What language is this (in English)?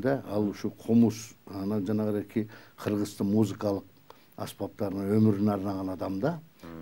Kyrgyz